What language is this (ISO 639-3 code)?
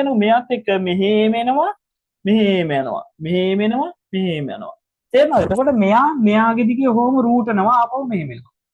sin